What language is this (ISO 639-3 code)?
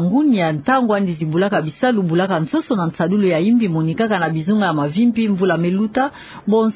ktu